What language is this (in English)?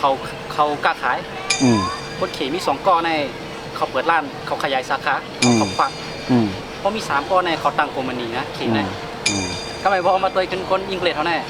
Shan